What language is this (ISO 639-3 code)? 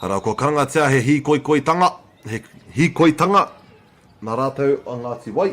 mri